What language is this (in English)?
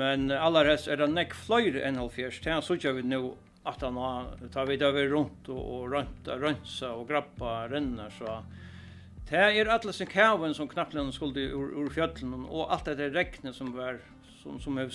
Faroese